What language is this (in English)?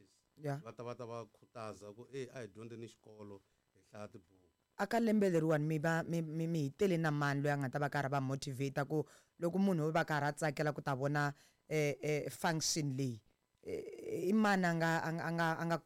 Tsonga